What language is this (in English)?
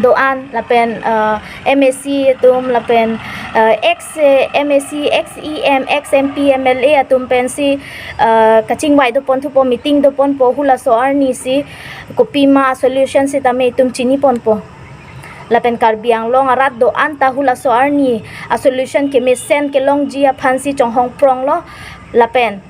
Karbi